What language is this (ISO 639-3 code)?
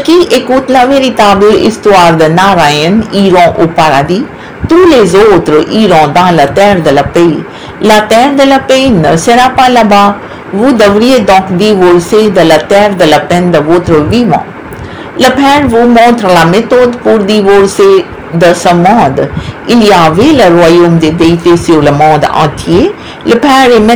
fra